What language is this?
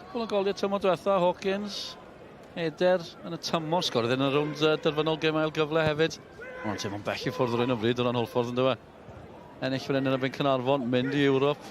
Welsh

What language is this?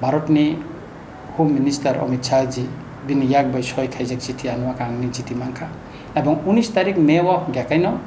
Kok Borok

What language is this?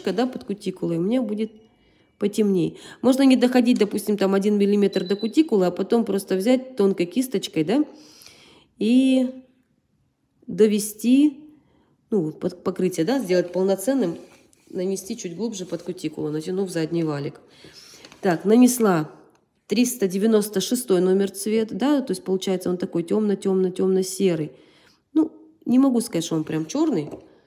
Russian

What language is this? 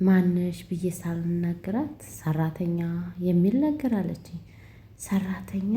Amharic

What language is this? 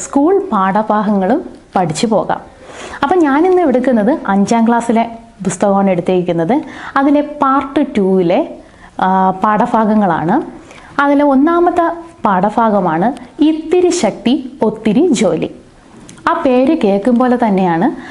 Malayalam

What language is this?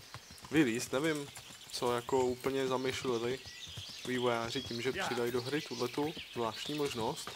Czech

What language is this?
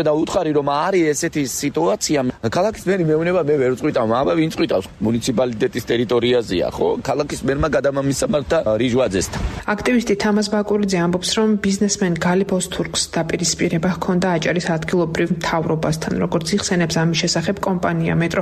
Georgian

